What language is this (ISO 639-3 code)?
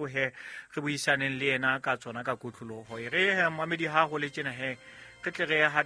sot